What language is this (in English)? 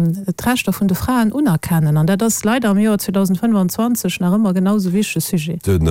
Luxembourgish